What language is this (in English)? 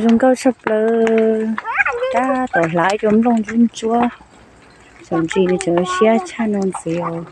Hmong